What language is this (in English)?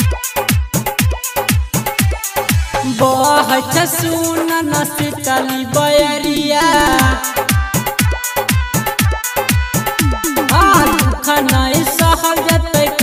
Maithili